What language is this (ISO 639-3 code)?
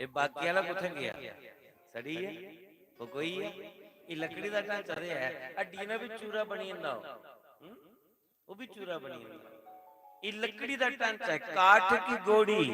doi